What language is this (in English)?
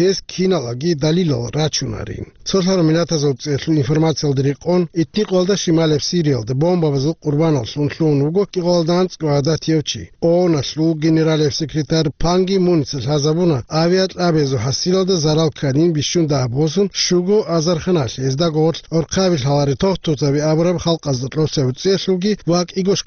Avaric